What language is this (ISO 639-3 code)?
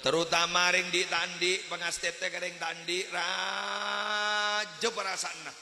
mad